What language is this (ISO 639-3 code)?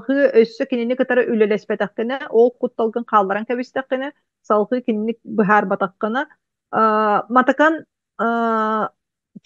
sah